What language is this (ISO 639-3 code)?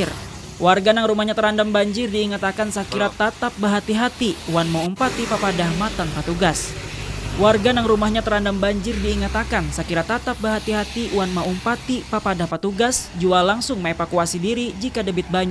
bjn